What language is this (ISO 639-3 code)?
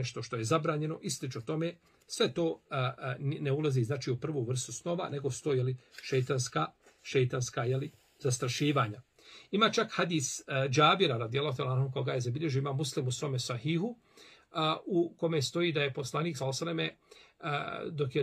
bos